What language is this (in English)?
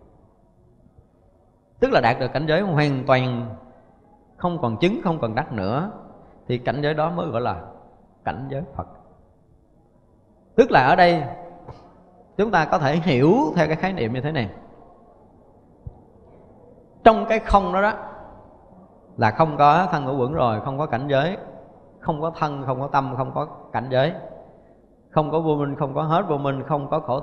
Vietnamese